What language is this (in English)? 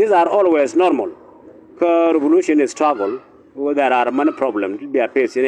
Nuer